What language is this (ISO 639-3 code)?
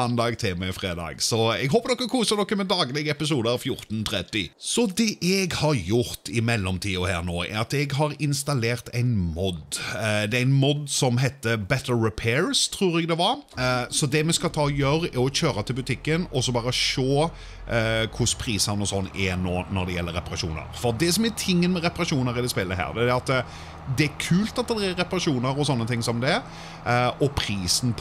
nor